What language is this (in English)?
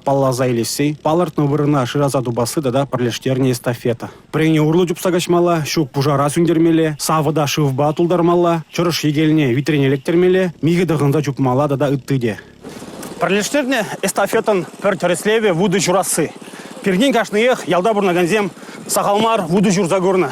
Chuvash